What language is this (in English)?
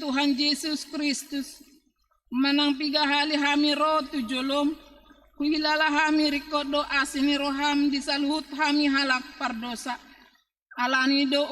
Batak Toba